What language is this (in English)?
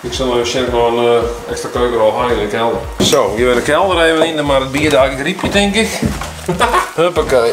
Western Frisian